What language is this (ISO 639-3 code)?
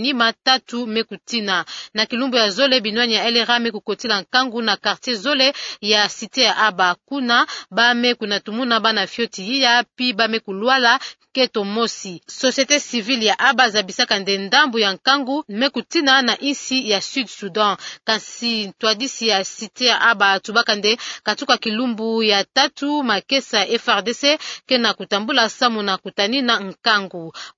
ktu